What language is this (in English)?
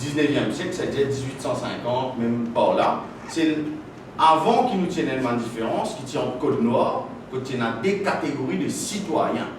Morisyen